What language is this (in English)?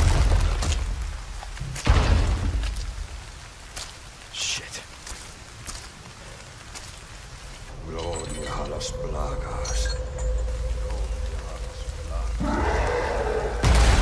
English